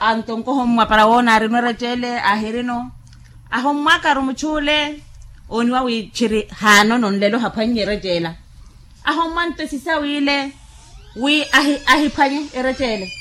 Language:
Makhuwa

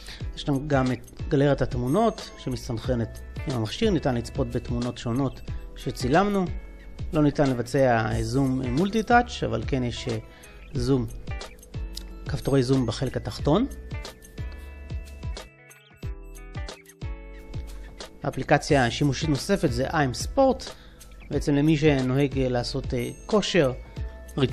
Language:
Hebrew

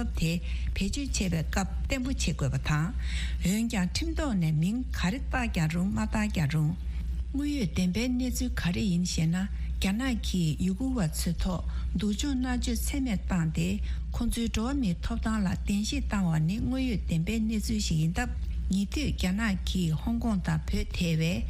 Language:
Tibetan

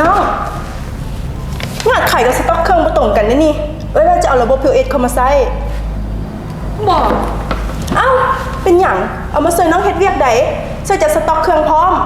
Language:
Lao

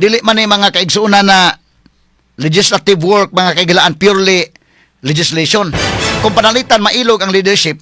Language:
Cebuano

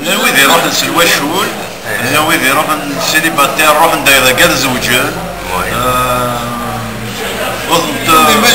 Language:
Kabyle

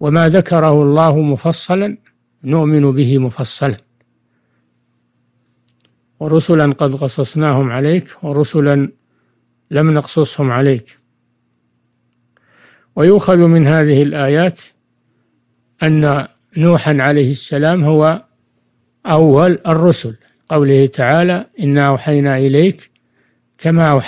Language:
Arabic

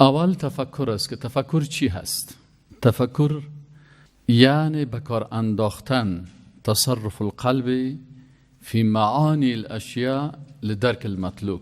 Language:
Persian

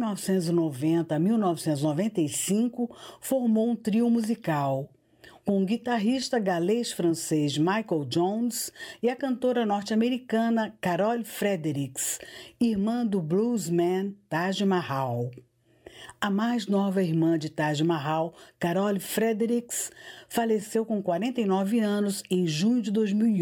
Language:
Portuguese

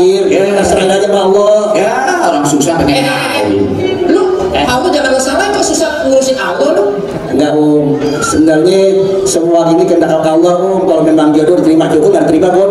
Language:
Betawi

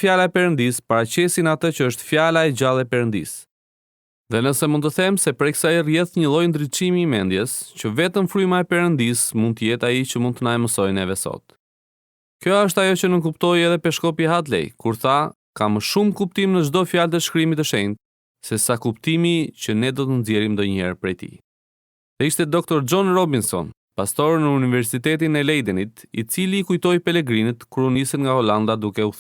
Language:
Albanian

